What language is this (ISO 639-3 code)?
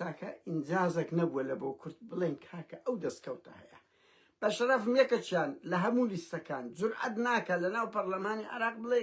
ckb